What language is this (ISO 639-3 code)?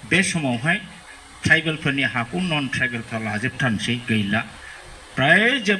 brx